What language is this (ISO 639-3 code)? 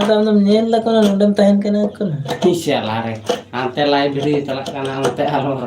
sat